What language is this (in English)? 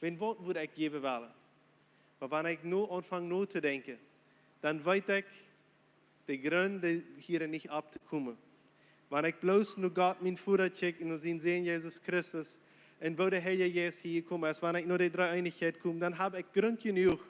Plautdietsch